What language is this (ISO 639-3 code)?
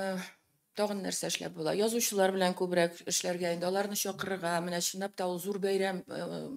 tat